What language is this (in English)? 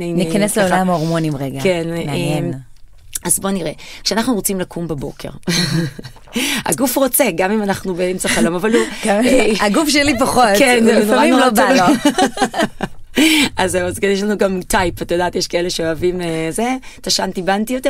Hebrew